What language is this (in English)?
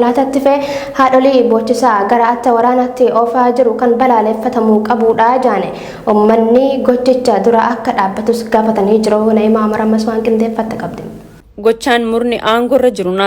Oromo